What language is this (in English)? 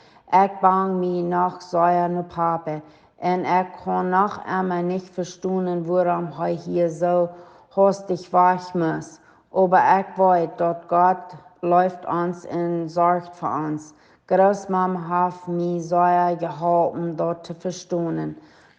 Plautdietsch